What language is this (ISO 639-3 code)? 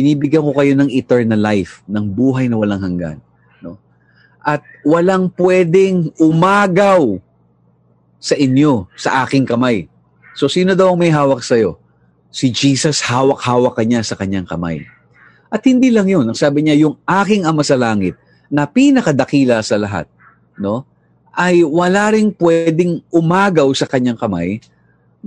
fil